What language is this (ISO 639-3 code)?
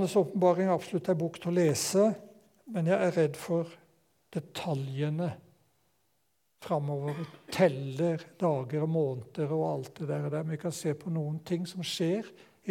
nor